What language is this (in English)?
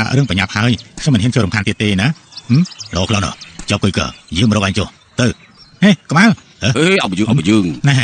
Khmer